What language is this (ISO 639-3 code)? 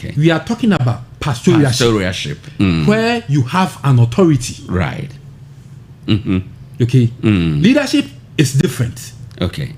aka